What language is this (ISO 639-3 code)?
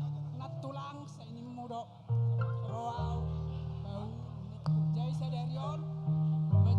bbc